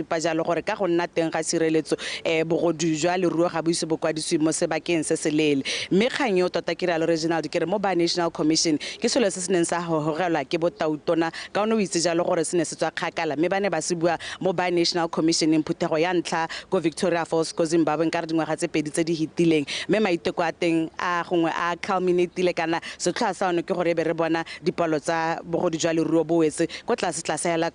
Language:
Tswana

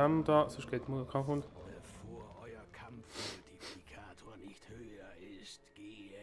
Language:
Swiss German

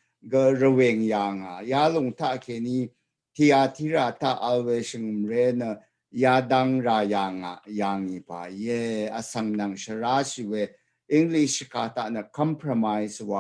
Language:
Rawang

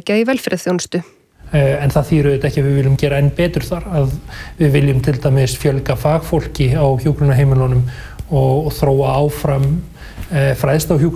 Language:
Icelandic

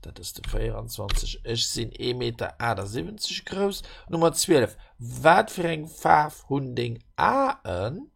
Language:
Luxembourgish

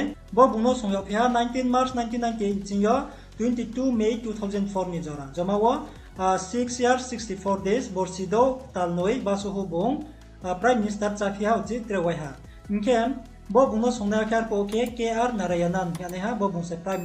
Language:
Riang (India)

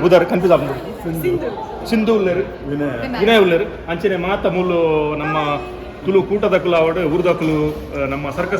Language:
Tulu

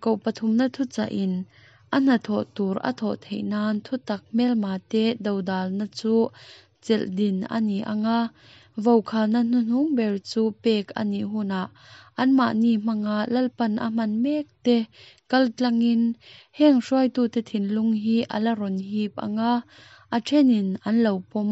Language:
Mizo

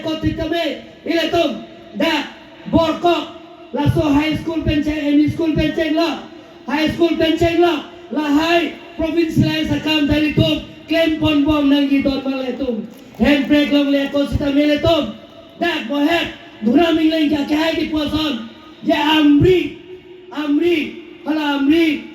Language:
Karbi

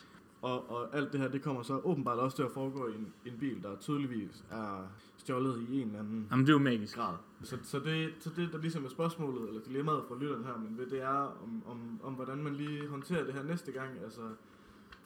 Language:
Danish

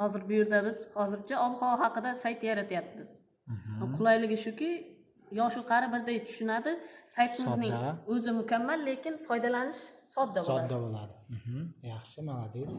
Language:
Uzbek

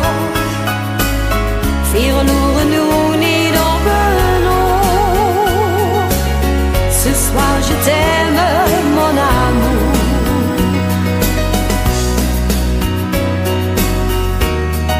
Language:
Dutch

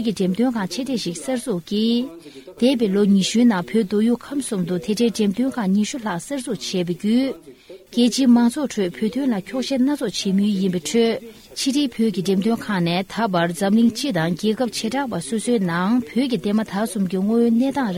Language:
Tibetan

